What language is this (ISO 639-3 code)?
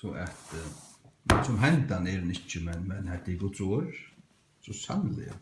fao